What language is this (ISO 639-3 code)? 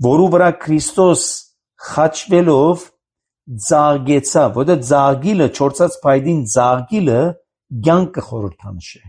hye